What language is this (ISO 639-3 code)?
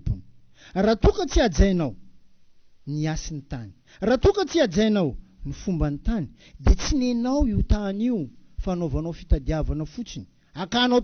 mlg